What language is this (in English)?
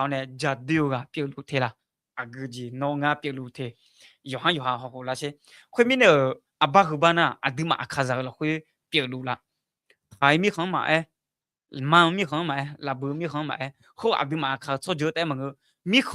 Akha